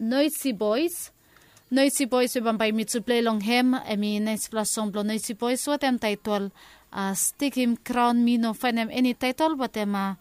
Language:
Bislama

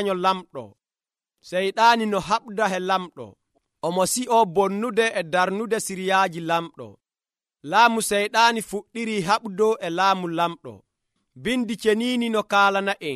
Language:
Nigerian Fulfulde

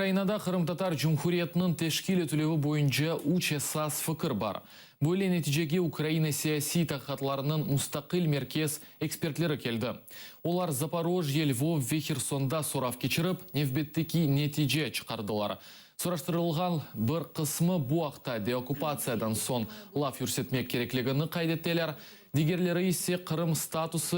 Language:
Crimean Tatar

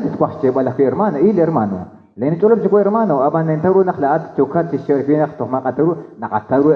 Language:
Kekchí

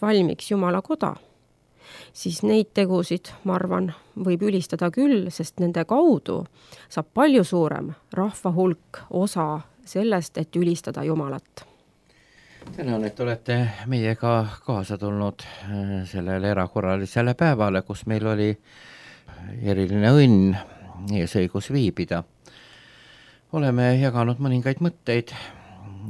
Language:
Estonian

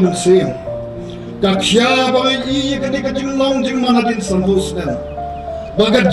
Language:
Khasi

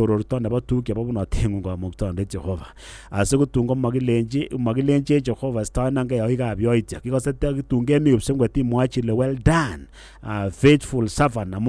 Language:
Kalenjin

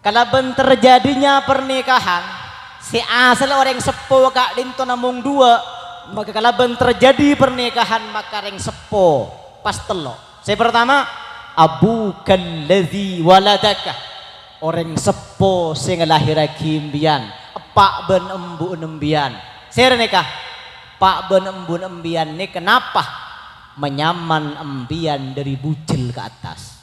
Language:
Madurese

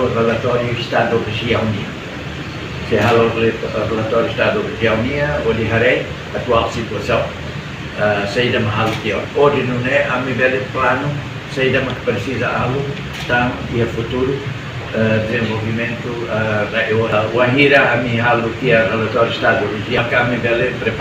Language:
Tetum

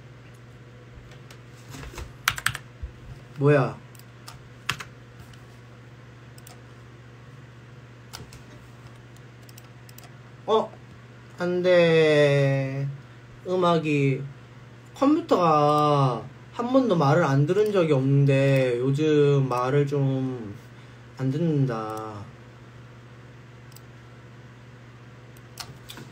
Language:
Korean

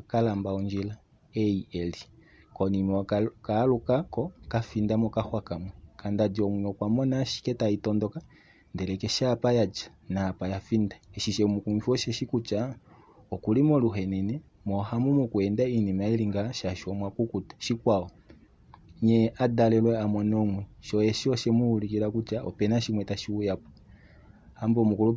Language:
Kuanyama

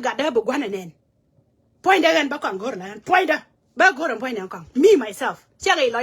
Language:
Nuer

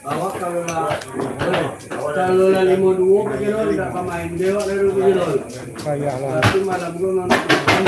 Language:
Minangkabau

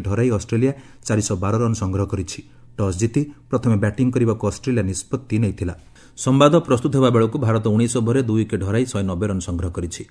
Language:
Odia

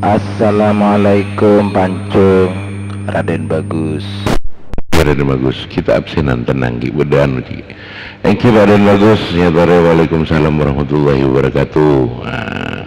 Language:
Madurese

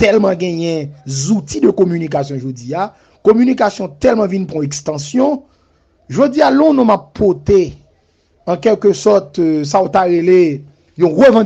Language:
Haitian Creole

